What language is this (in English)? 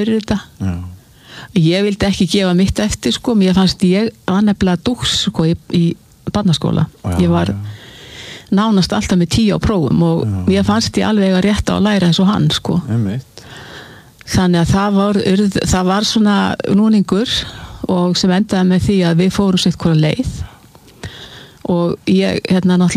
Icelandic